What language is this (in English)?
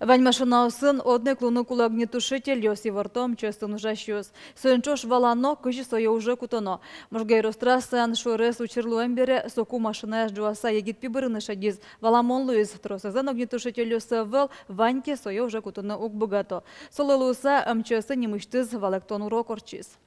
Udmurt